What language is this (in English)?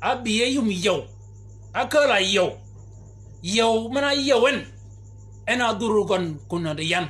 Shilluk